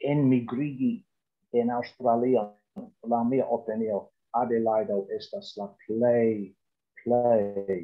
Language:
Esperanto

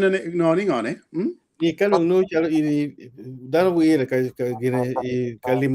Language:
Acoli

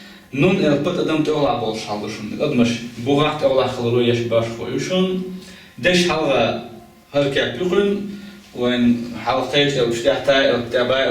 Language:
Chechen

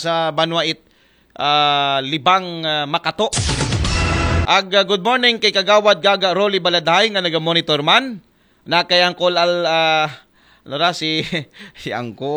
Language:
Aklanon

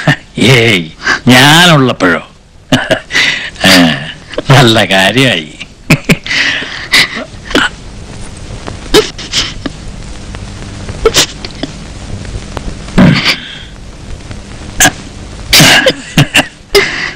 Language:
Malayalam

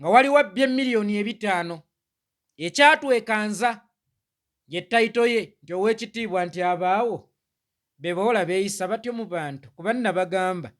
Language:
Ganda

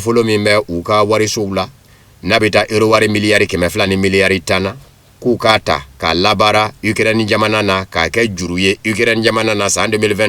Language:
Bambara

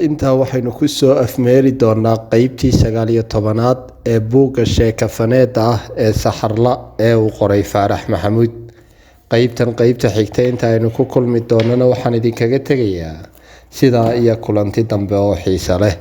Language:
Somali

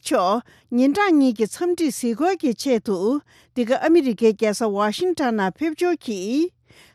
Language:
Tibetan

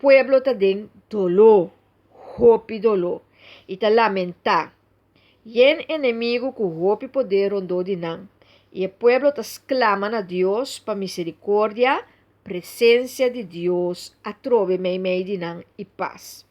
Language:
Papiamento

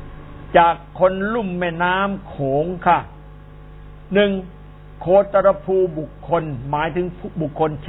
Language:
Thai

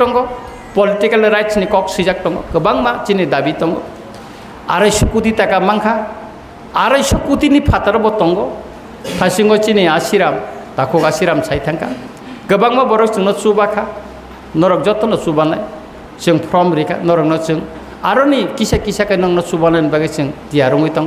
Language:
Kok Borok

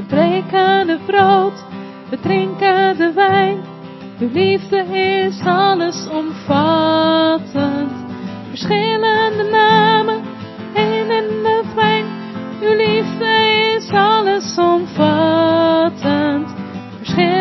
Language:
Dutch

